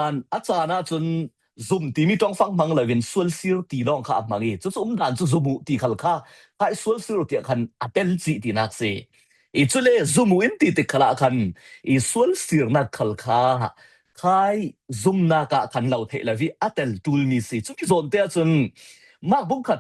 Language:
Falam Chin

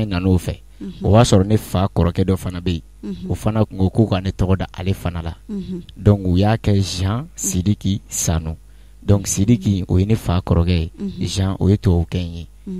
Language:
Bambara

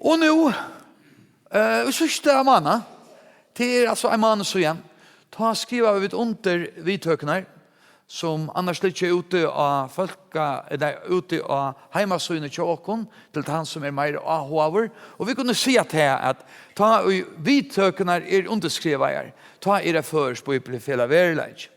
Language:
Faroese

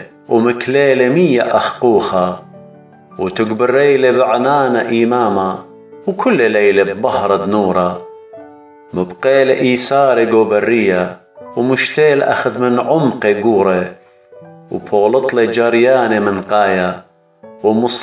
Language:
Assyrian Neo-Aramaic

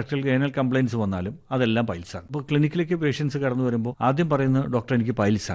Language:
Malayalam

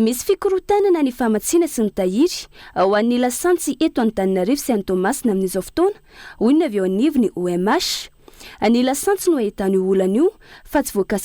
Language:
Malagasy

